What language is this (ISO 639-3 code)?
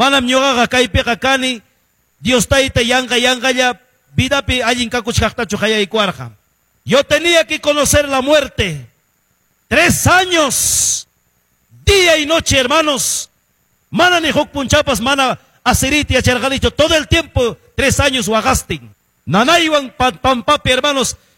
que